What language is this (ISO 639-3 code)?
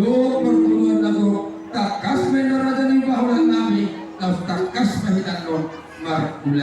bbc